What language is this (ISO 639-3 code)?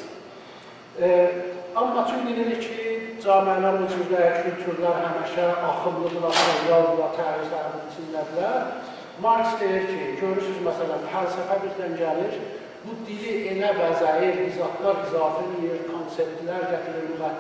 azb